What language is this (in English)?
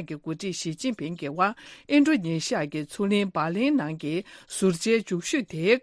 Tibetan